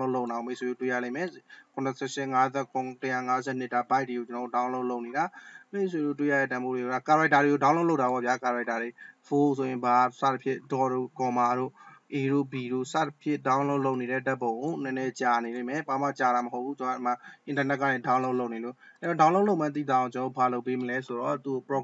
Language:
Burmese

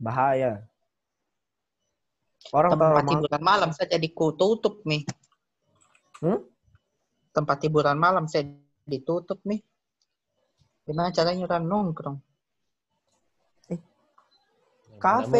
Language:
Indonesian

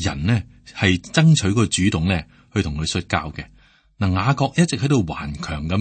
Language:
Cantonese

